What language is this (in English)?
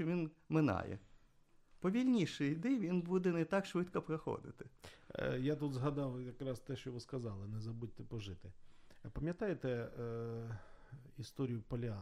Ukrainian